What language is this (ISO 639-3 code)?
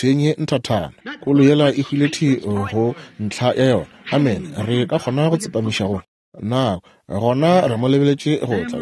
nso